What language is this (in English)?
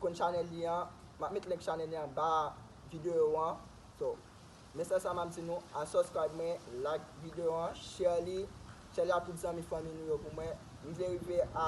Haitian Creole